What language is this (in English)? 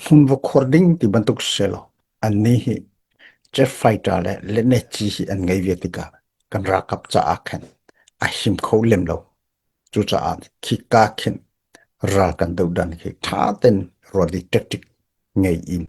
Hakha Chin